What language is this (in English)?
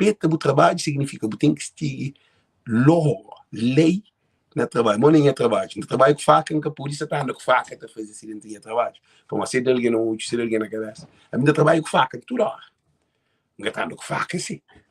Kabuverdianu